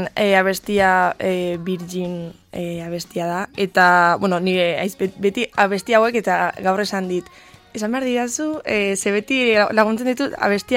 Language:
Basque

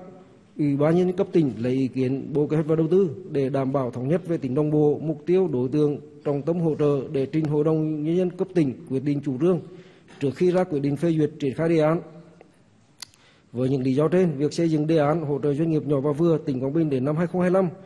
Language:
Vietnamese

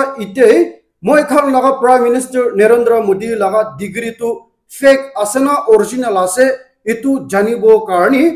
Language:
Naga Pidgin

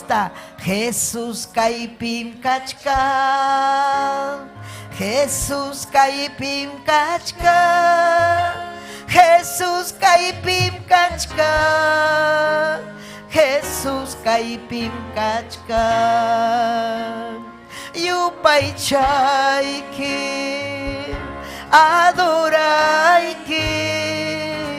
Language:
Ayacucho Quechua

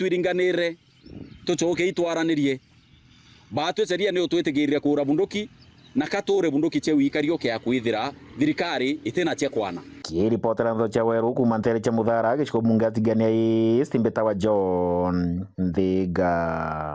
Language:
Meru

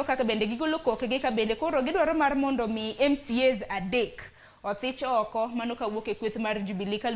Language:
Luo (Kenya and Tanzania)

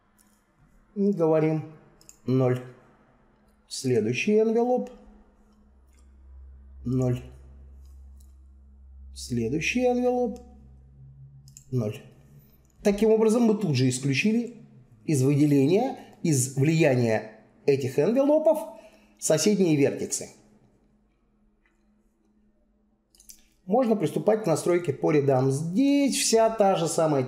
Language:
Russian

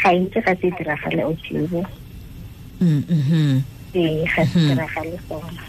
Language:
Tswana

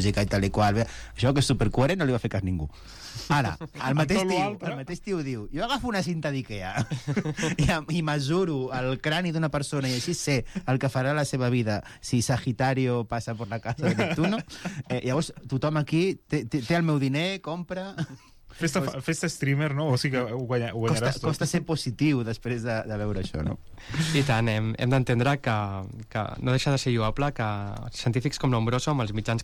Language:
Catalan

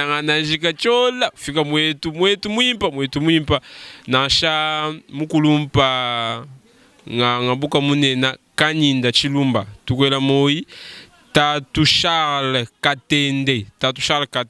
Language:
Luba-Lulua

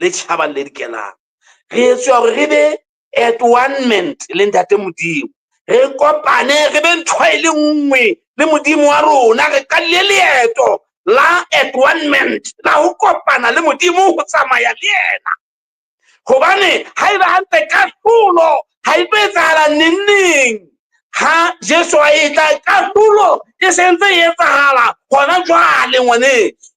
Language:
Southern Sotho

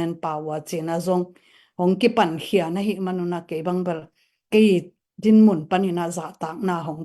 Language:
Tedim Chin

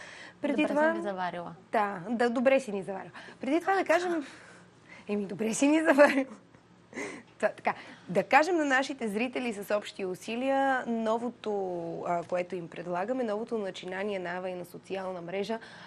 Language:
Bulgarian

